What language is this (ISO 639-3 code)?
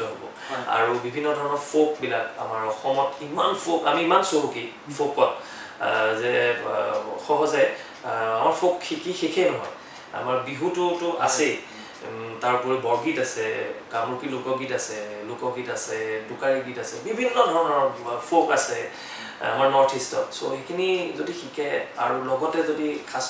asm